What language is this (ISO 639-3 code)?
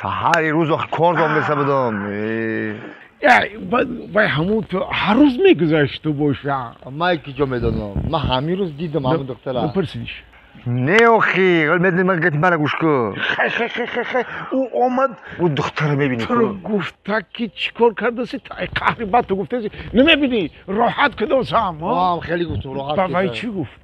tgk